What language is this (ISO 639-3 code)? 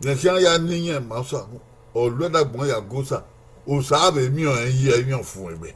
bin